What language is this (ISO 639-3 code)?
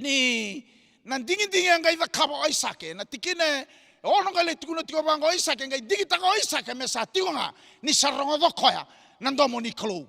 fij